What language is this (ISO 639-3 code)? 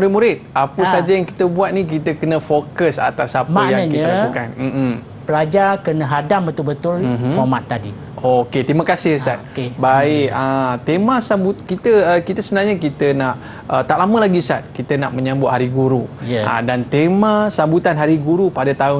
msa